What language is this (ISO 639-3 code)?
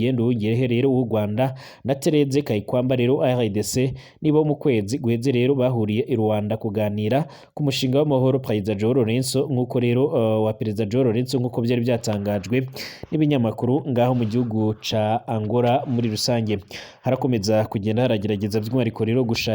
run